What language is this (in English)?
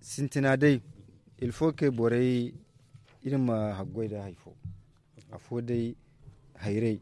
Zarma